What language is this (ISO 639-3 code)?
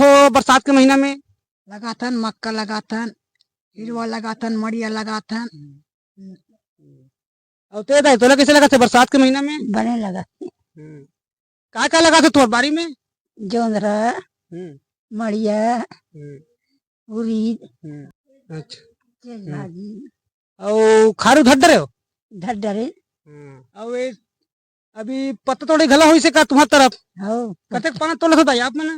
hne